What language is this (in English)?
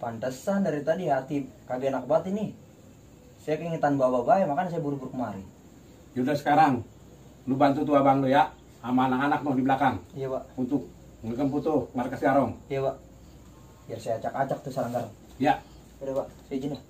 Betawi